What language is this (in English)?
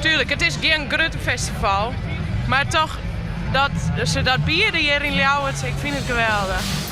Western Frisian